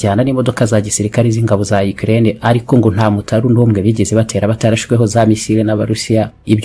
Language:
Kinyarwanda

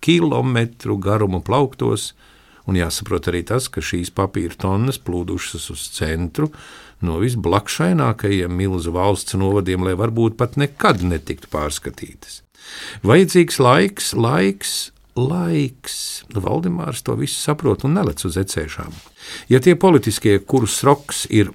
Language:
Latvian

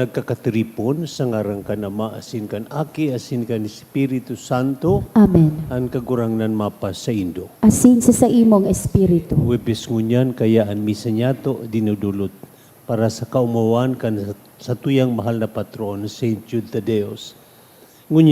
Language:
Bikol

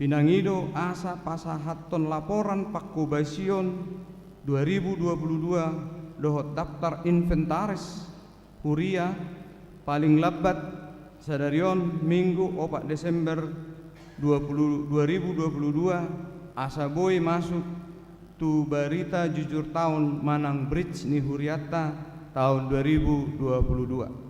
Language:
Batak Toba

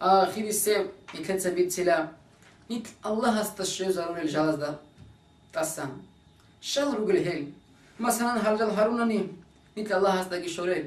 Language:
Avaric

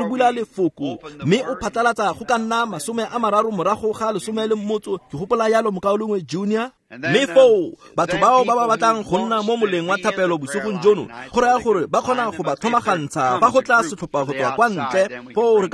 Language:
Tswana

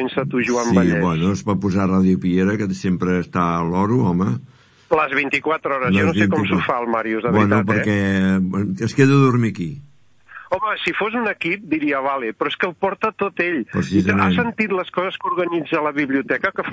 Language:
Catalan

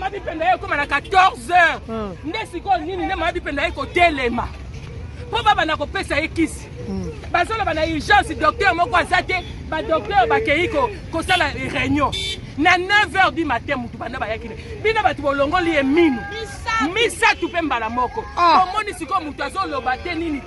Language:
Lingala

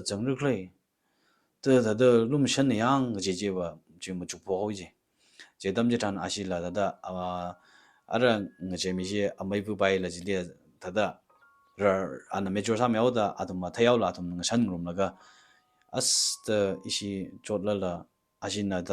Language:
Tangkhul Naga (India)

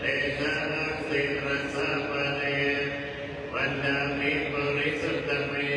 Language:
Pali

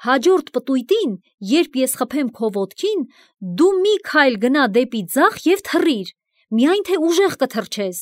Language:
Armenian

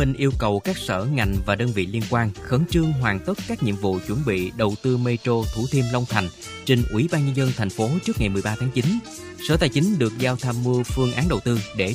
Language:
Vietnamese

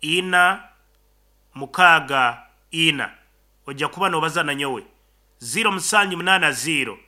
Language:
Nyankole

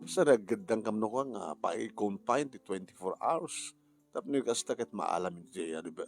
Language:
Iloko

